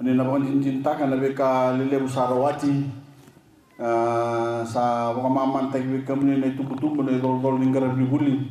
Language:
Fijian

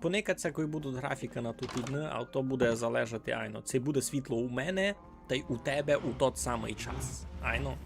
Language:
Rusyn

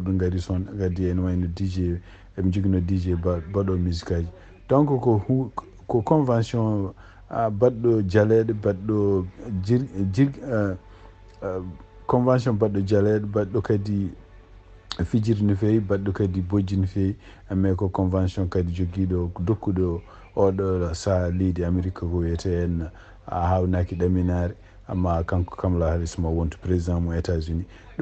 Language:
Fula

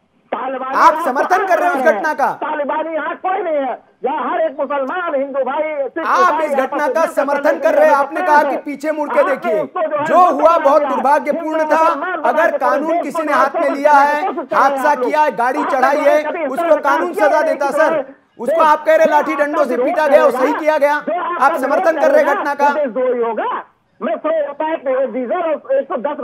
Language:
Hindi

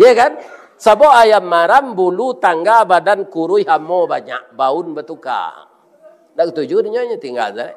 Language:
Minangkabau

